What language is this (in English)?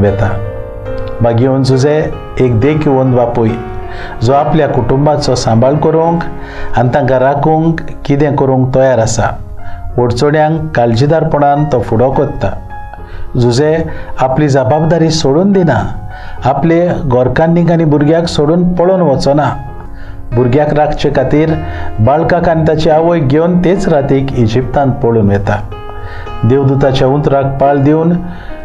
Konkani